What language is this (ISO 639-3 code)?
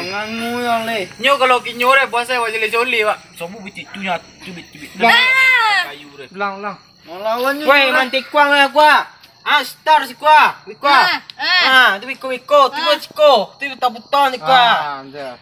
min